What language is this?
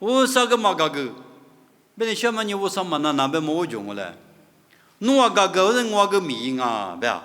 Lisu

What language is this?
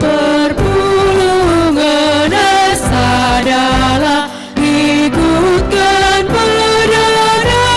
Batak Karo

